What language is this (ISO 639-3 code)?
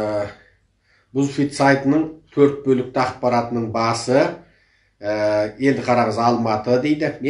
kaz